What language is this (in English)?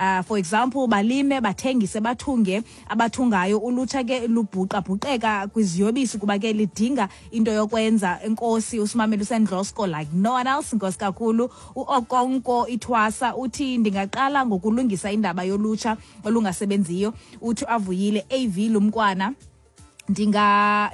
Xhosa